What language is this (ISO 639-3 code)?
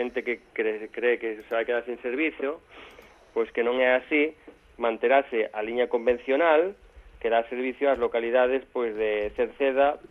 glg